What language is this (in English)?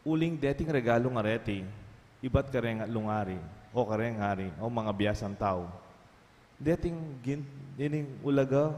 Pampanga